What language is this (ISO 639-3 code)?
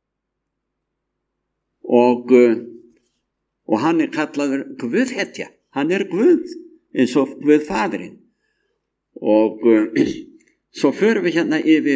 isl